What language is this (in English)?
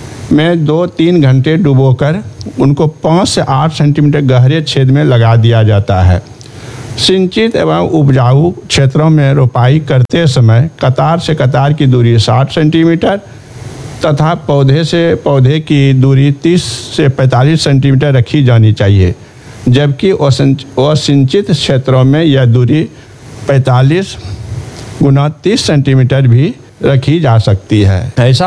Hindi